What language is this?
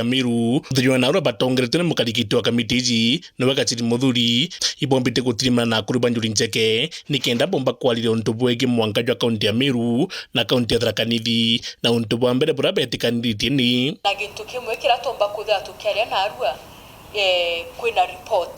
Meru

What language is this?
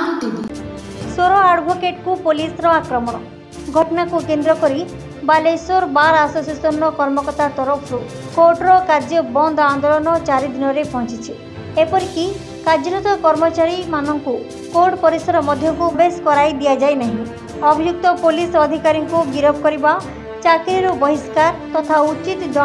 Odia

